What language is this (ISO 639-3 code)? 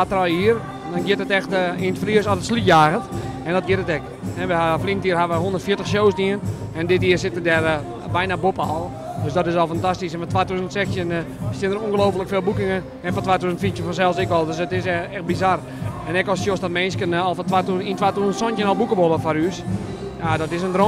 fry